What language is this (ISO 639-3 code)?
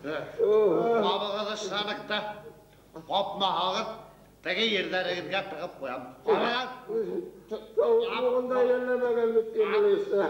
bak